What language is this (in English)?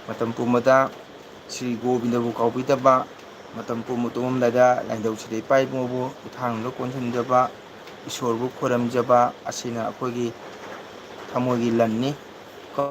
Manipuri